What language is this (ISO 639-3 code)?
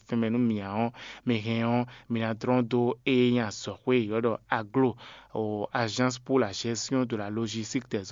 fon